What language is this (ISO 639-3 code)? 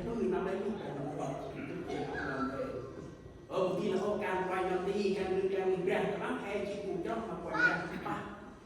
cmo